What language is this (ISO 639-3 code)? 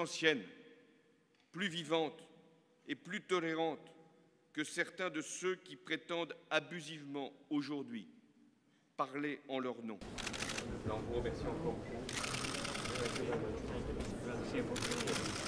fra